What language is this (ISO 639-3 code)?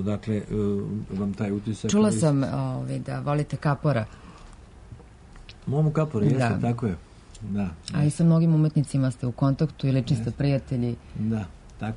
srp